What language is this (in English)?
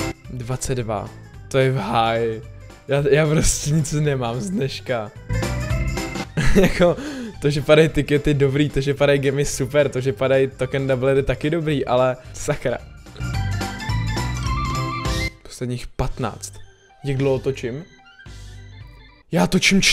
Czech